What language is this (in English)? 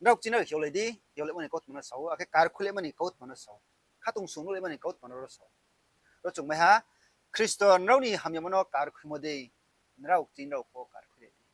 Riang (India)